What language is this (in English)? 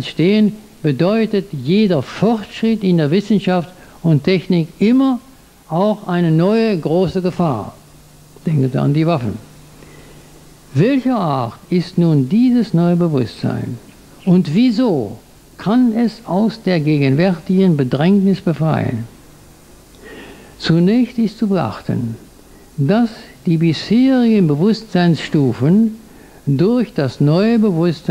German